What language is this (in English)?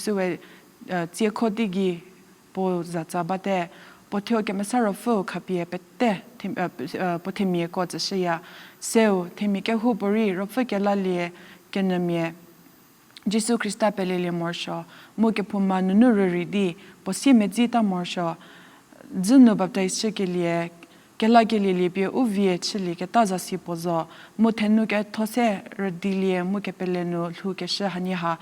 Angami Naga